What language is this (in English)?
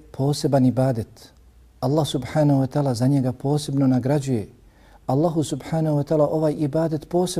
Bosnian